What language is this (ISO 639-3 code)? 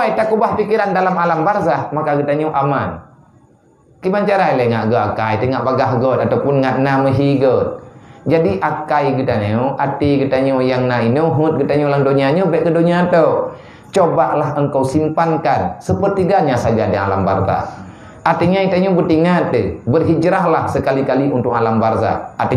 ace